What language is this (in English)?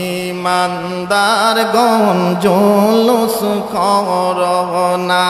Sylheti